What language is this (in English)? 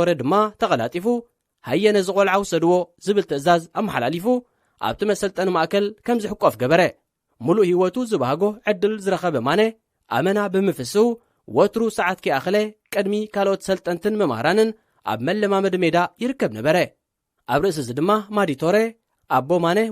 Tigrinya